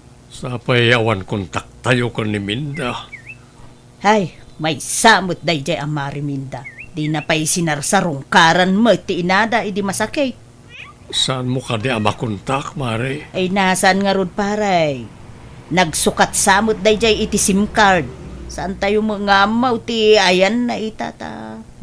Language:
Iloko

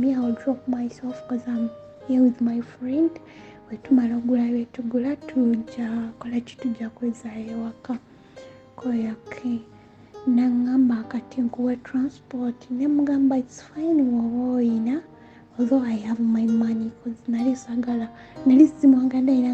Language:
Ganda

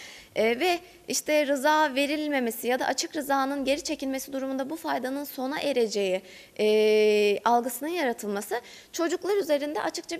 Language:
Turkish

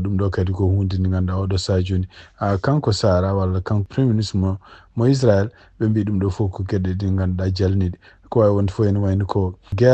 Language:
Fula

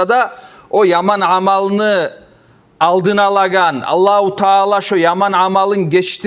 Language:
Kumyk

